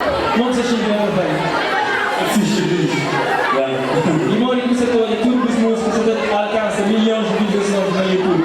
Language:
Kabuverdianu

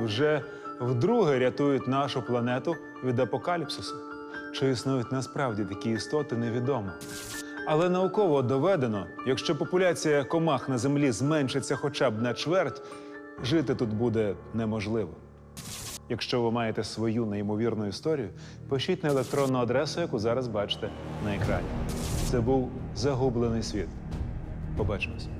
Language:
Ukrainian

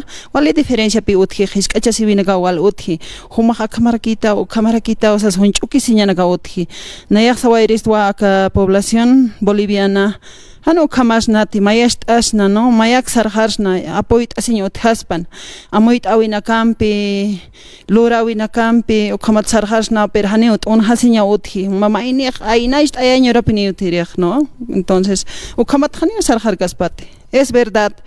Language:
Aymara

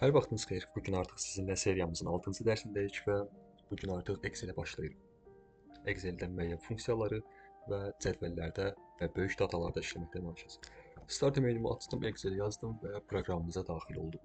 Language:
Azerbaijani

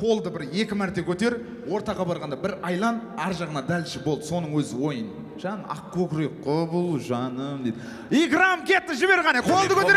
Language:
Kara-Kalpak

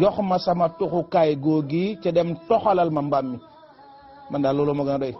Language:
Wolof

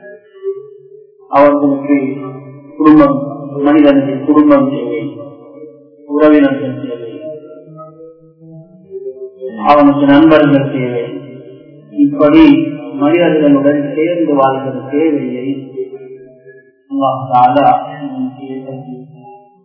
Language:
Tamil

